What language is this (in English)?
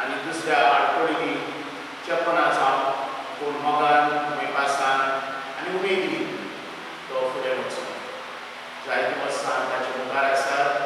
Konkani